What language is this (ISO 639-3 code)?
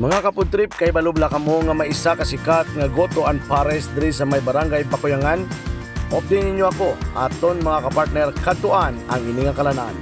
hil